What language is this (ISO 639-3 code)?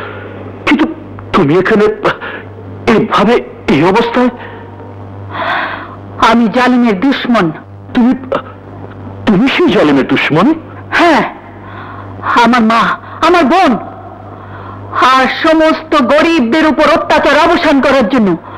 ben